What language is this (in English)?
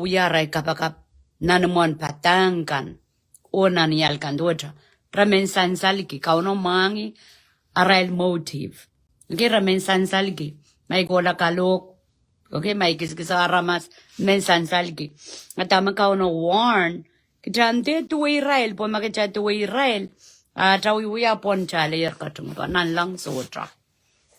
Pohnpeian